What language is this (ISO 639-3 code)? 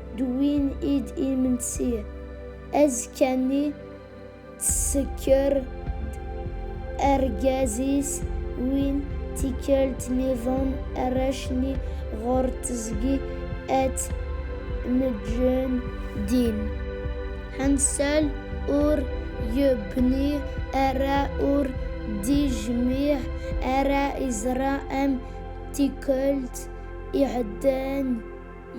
kab